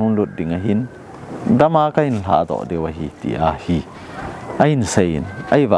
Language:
Thado Chin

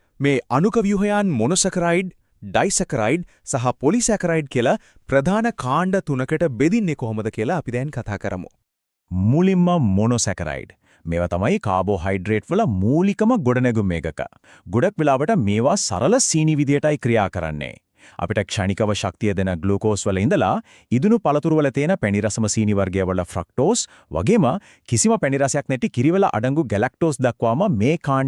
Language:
Sinhala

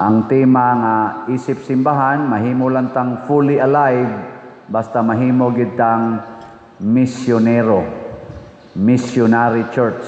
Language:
Cebuano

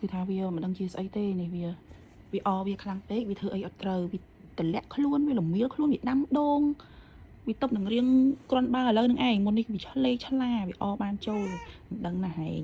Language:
Khmer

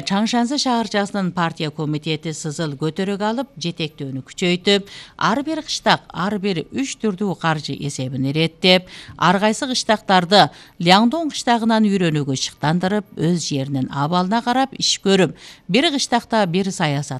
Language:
Kyrgyz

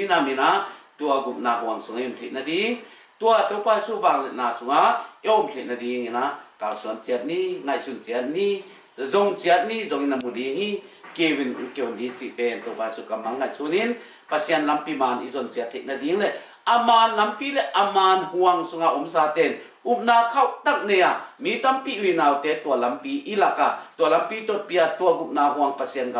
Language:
Tedim Chin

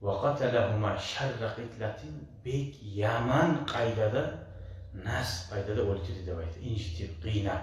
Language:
Kumyk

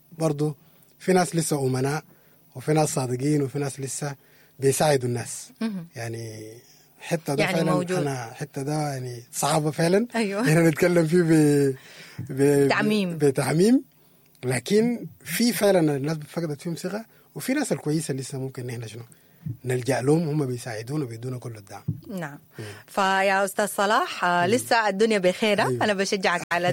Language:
Sudanese Arabic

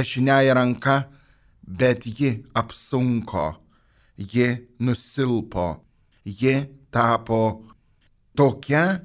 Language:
Lithuanian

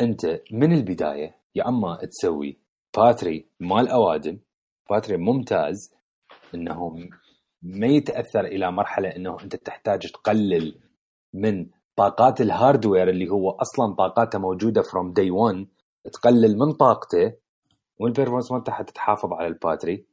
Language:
Mesopotamian Arabic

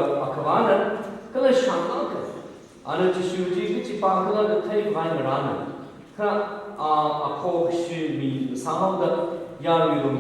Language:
Tangkhul Naga (India)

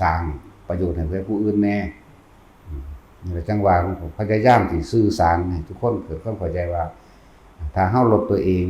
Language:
Northeastern Thai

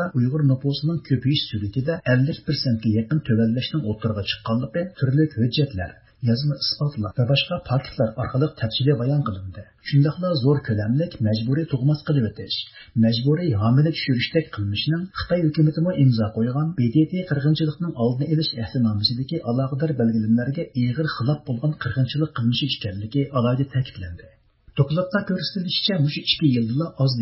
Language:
Uyghur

